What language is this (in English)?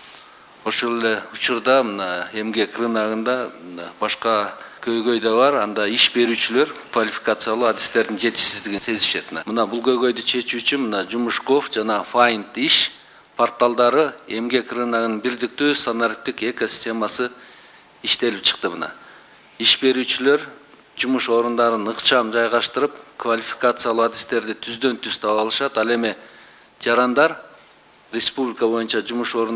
Kyrgyz